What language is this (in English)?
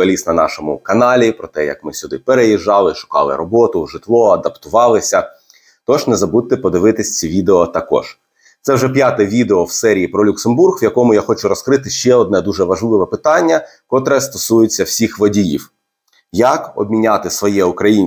Ukrainian